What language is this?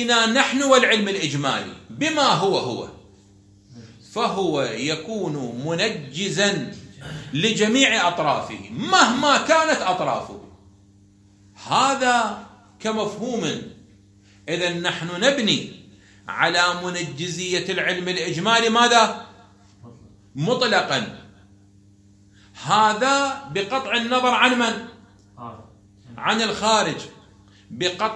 Arabic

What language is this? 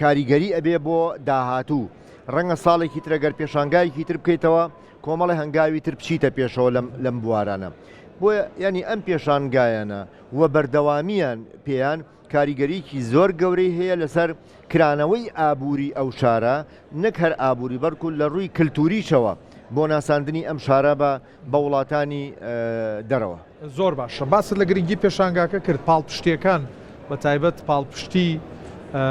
Central Kurdish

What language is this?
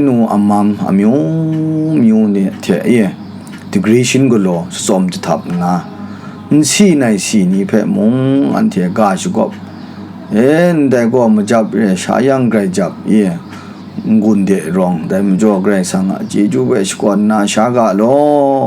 Kachin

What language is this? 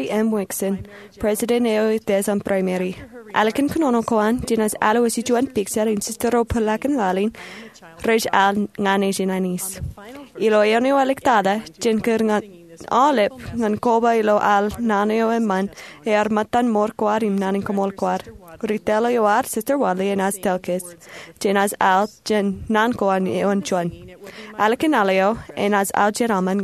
Marshallese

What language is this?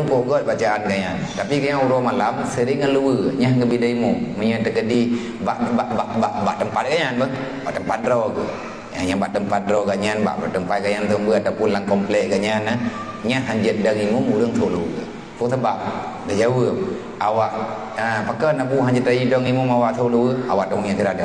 Achinese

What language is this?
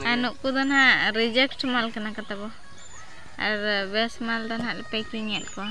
Santali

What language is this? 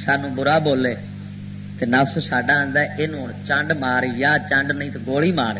Western Panjabi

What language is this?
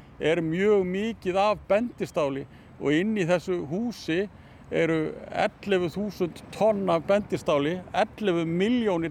Icelandic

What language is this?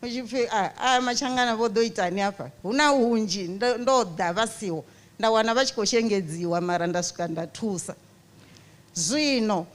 Venda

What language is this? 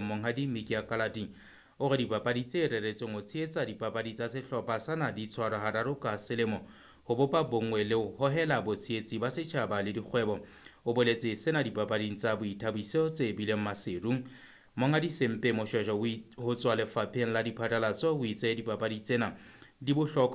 Southern Sotho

